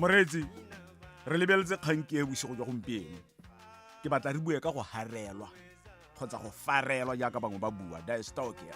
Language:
Tswana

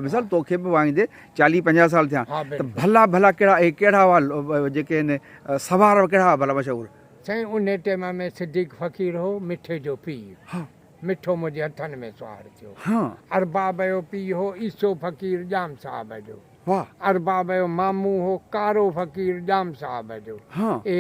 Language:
Sindhi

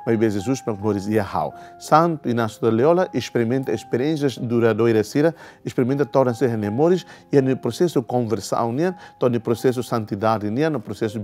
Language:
Tetum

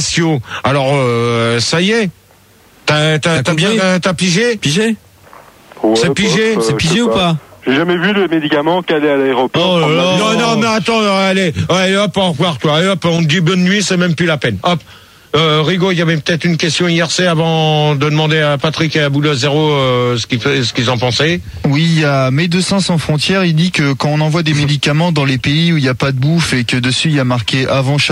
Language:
French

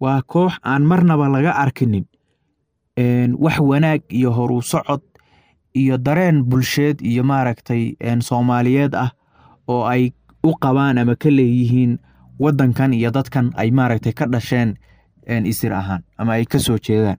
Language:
Somali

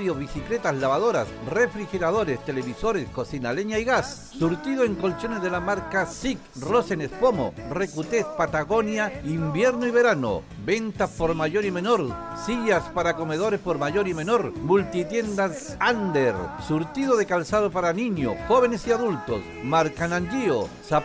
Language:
Spanish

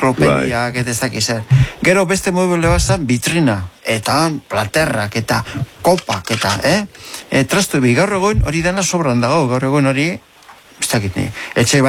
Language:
Basque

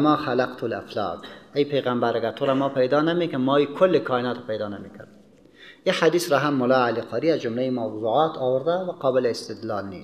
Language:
Persian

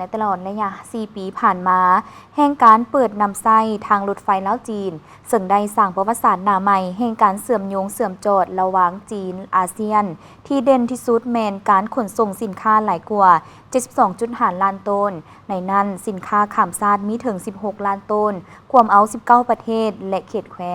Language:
Lao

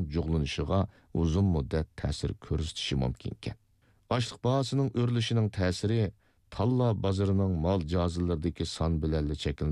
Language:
Uyghur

